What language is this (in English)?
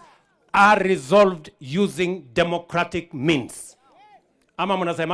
Kikuyu